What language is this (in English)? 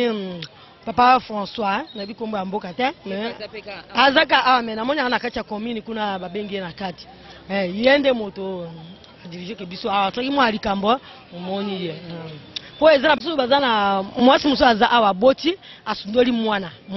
Lingala